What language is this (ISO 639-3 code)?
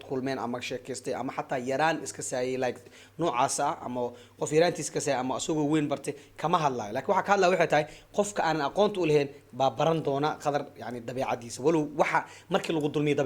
som